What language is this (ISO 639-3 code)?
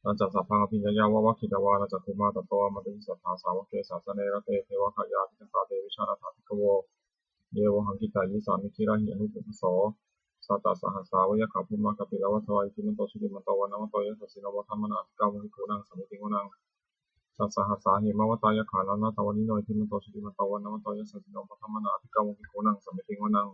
pli